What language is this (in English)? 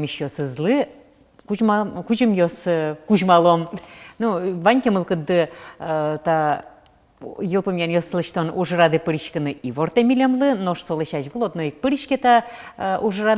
Udmurt